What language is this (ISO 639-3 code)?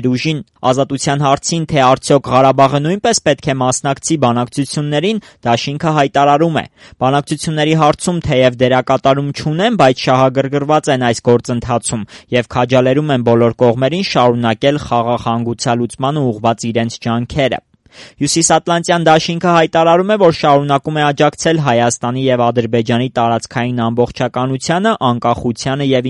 hye